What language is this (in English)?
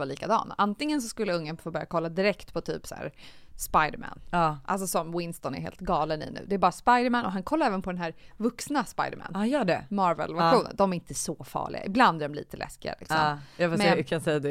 Swedish